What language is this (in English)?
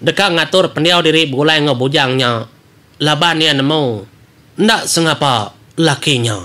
Iban